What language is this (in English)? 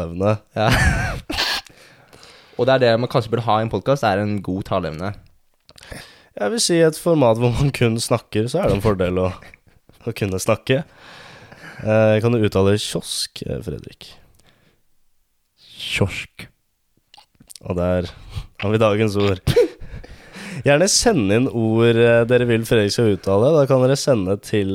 Norwegian